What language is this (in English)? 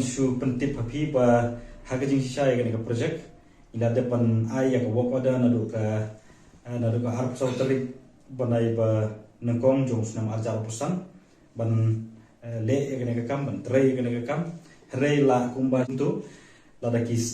Khasi